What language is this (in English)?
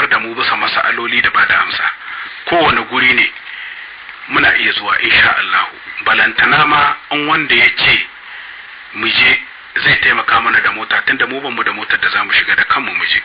Hausa